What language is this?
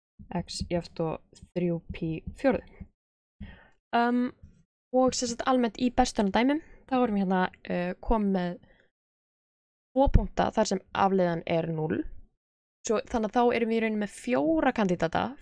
Icelandic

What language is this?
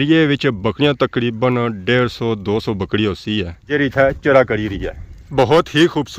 Pahari-Potwari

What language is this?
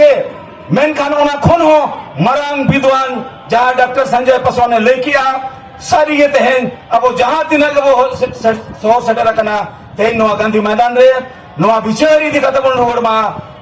Santali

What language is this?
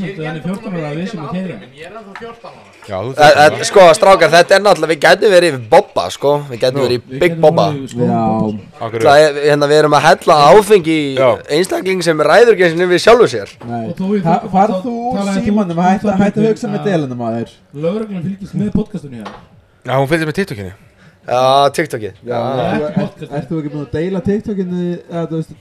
Icelandic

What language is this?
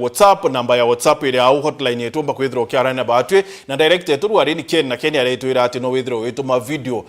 Meru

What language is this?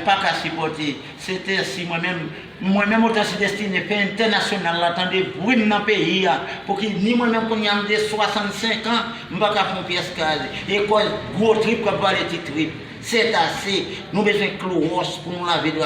Haitian Creole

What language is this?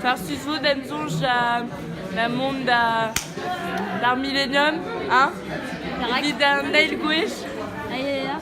Breton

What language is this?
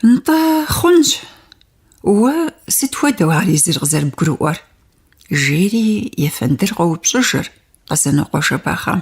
Kabardian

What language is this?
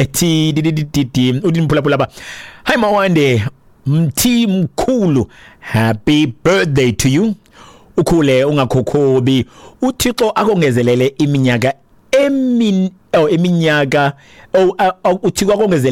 Xhosa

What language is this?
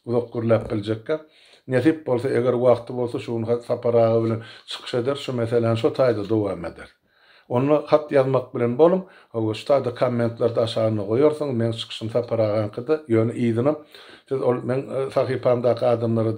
Turkmen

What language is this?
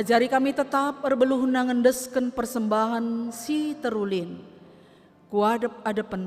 Batak Karo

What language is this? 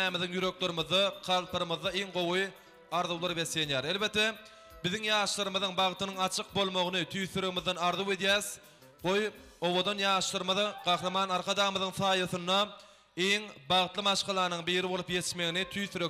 Turkmen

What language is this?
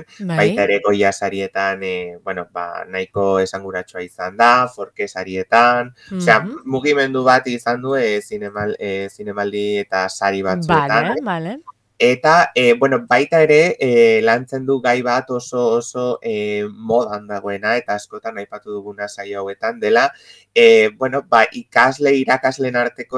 Basque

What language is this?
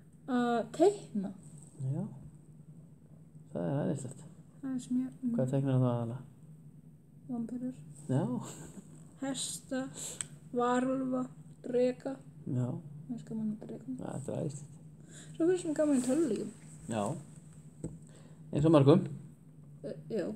Icelandic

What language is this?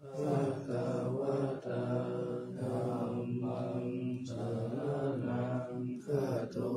Pali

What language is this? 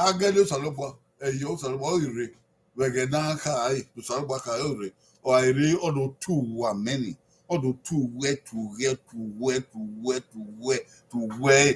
Bini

